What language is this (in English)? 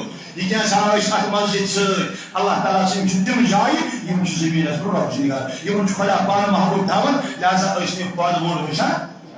Kashmiri